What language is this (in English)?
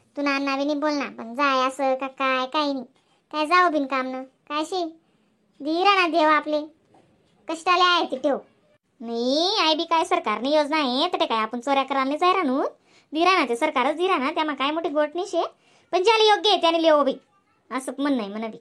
Khandesi